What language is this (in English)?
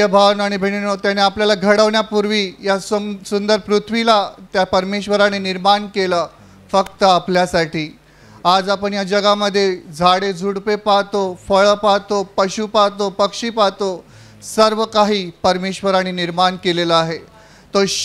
Marathi